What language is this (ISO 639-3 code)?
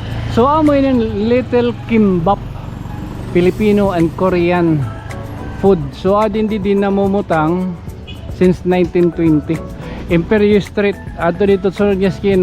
war